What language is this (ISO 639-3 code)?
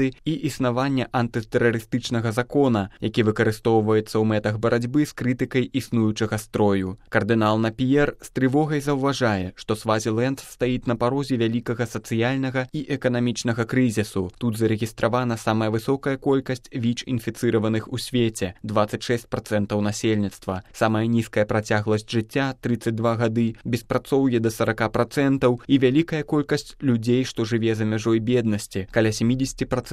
bel